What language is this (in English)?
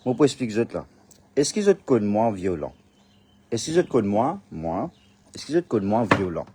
Morisyen